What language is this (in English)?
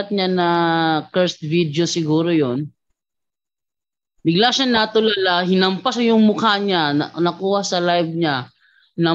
Filipino